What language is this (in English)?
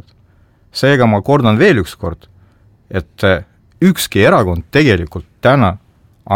Estonian